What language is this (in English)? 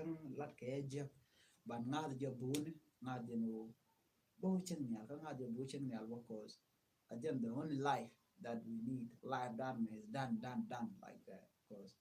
Nuer